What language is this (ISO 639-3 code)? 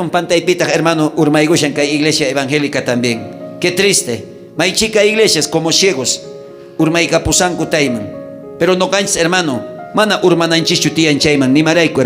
quh